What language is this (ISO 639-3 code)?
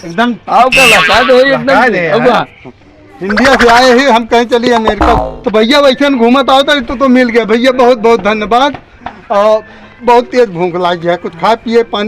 awa